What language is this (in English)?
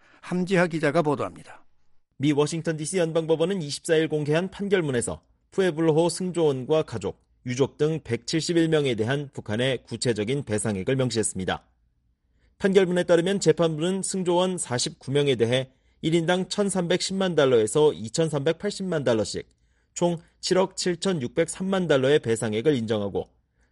Korean